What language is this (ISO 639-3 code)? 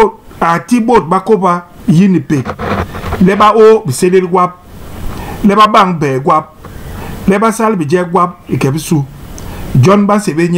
bas